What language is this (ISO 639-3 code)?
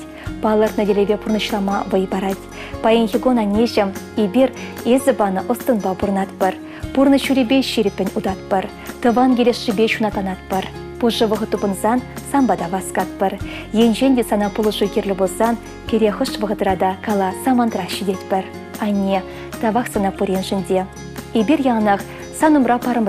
chv